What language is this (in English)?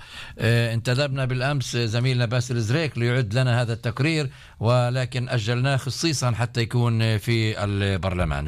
North Levantine Arabic